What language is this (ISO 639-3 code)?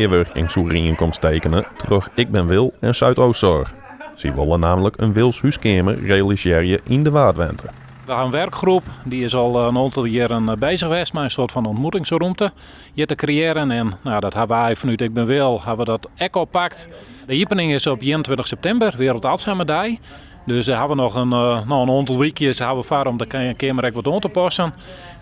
fry